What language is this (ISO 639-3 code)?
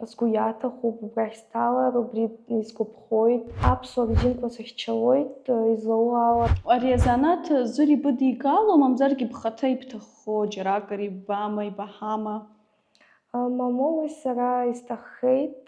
abk